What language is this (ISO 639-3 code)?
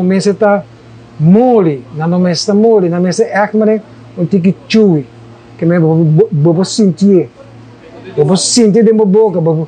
pap